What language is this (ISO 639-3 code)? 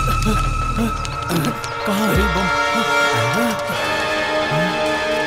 bho